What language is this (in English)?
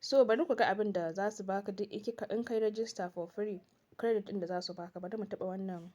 Hausa